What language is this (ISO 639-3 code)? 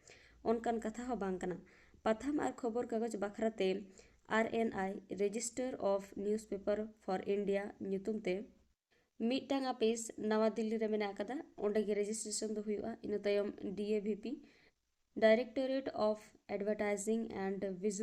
sat